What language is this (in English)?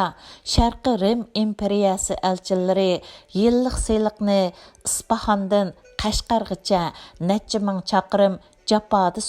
Uyghur